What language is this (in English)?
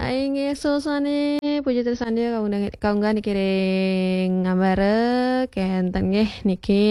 Balinese